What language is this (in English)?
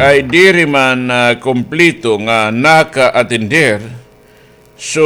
Waray